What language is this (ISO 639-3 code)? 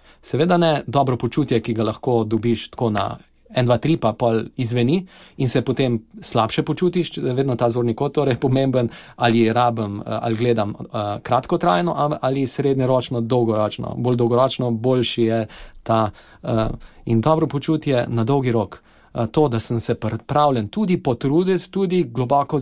slv